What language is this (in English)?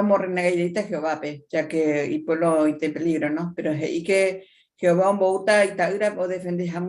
Guarani